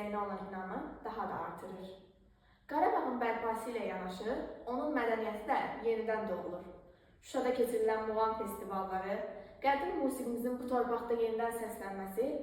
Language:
Azerbaijani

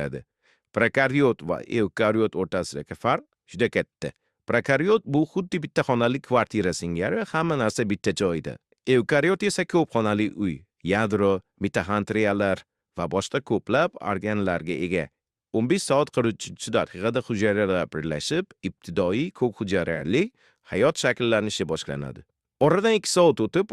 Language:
Uzbek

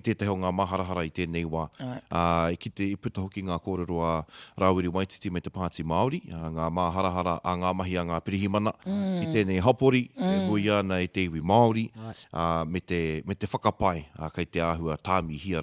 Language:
Māori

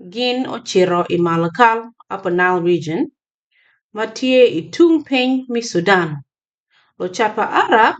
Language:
Acoli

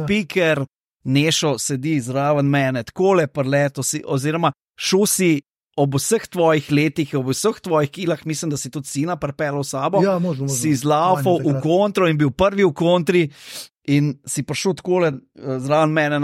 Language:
Slovenian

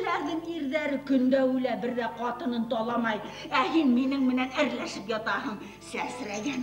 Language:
Bashkir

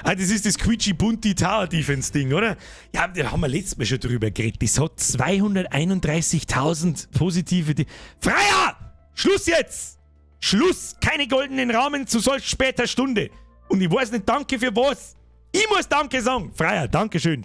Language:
Bavarian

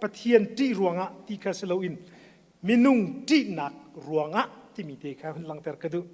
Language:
Hakha Chin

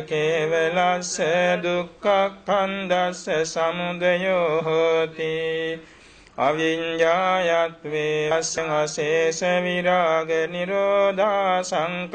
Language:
Pali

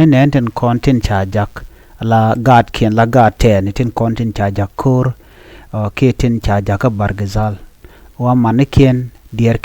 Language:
Nuer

